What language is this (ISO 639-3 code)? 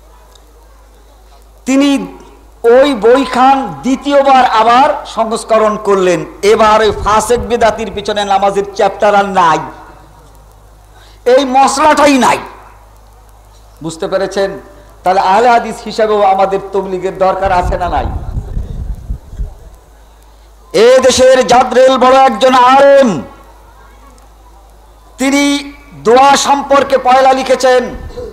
ben